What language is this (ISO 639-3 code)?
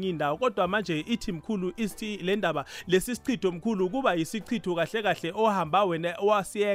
nbl